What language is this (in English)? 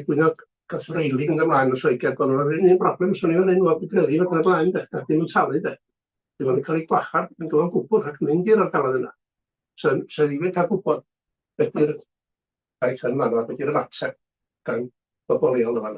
Welsh